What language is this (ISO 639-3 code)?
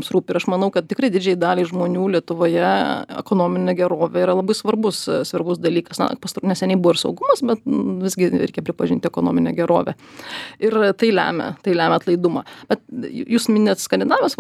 lit